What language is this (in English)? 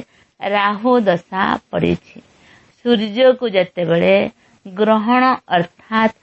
Odia